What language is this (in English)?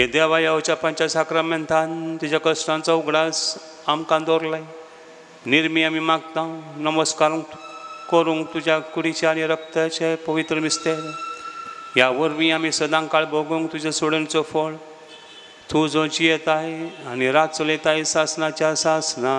Konkani